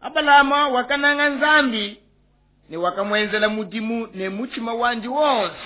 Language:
Luba-Lulua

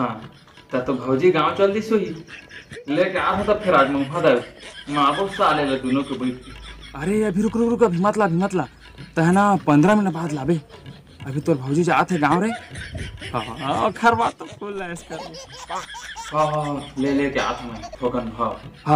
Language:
Chhattisgarhi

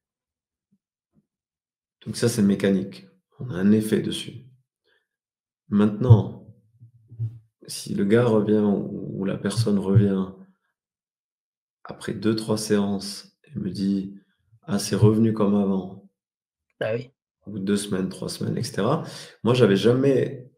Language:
French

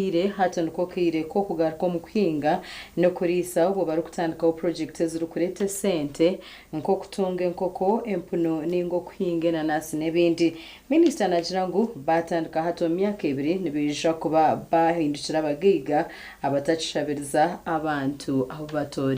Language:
Nyankole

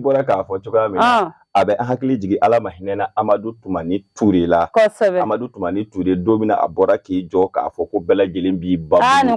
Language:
Bambara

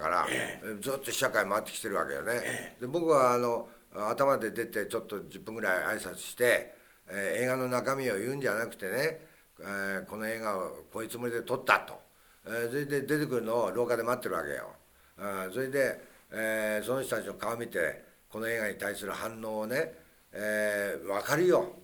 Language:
Japanese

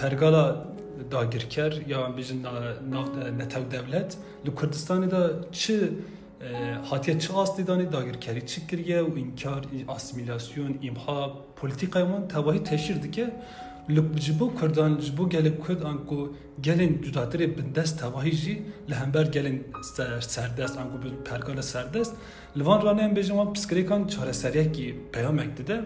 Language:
Kurdish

